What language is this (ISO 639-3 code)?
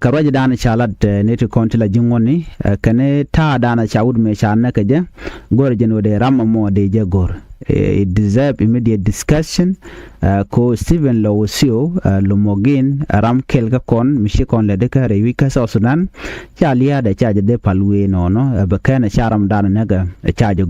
nus